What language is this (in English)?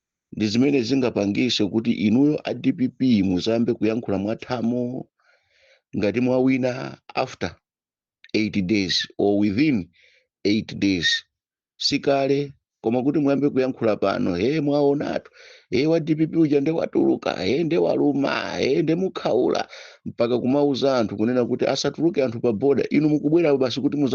Nyanja